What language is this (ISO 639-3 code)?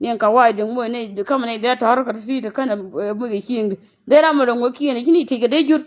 nus